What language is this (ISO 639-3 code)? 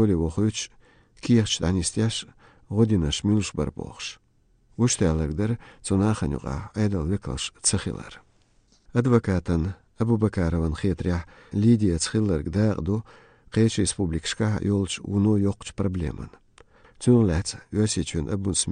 che